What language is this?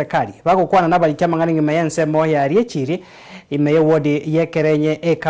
Gusii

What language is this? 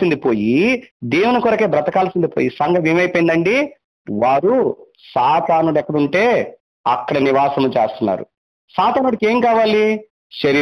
Telugu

